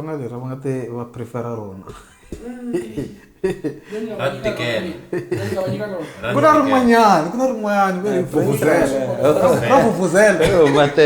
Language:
Tsonga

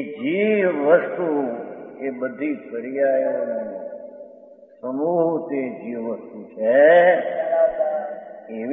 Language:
Gujarati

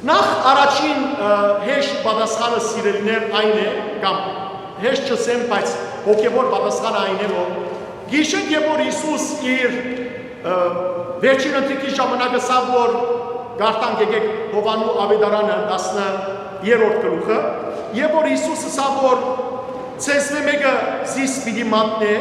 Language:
Western Armenian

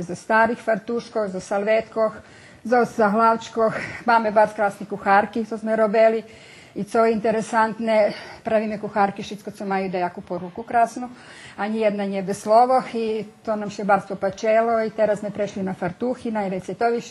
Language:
Rusyn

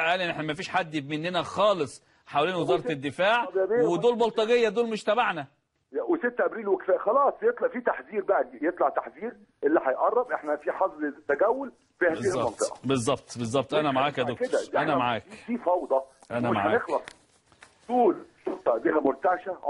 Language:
Egyptian Arabic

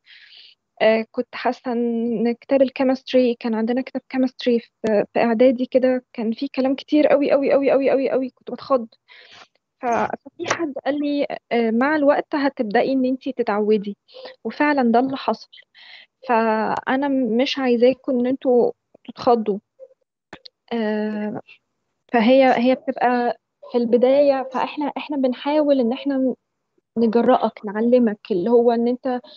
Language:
Egyptian Arabic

